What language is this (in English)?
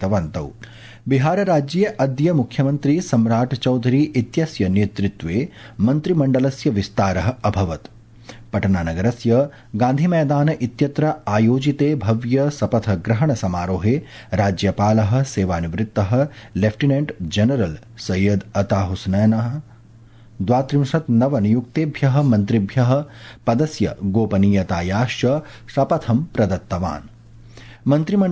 Sanskrit